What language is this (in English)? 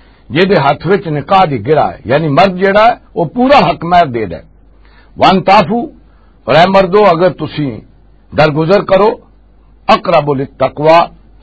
Western Panjabi